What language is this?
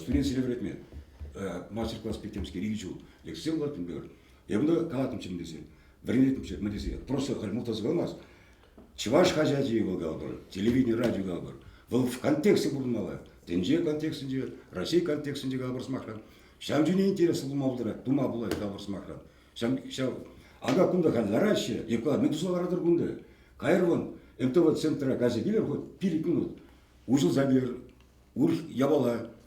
Chuvash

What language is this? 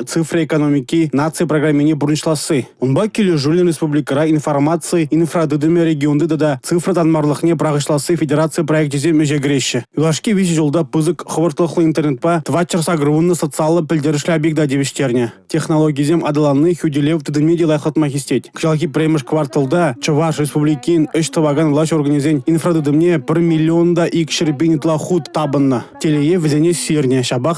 Chuvash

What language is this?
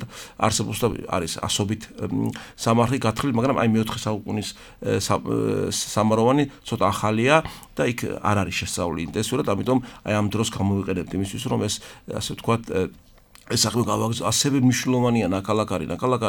Georgian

